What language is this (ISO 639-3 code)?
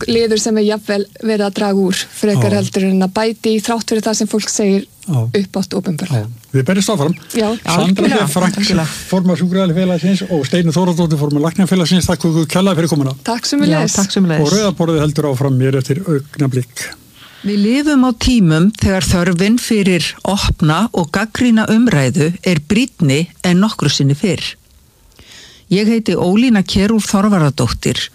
isl